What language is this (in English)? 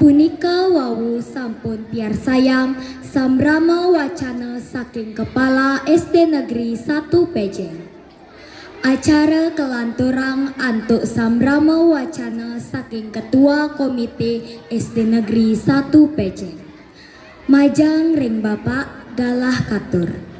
Balinese